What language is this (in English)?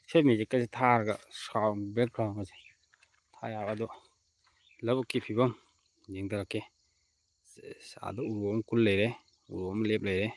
Manipuri